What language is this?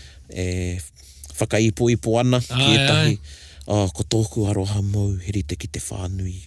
Māori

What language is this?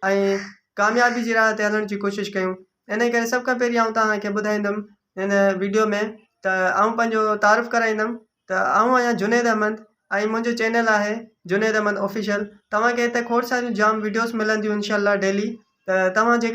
Sindhi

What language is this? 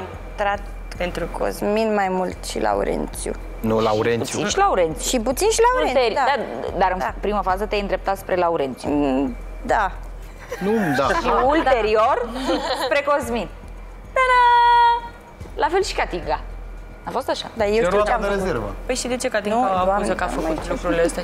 Romanian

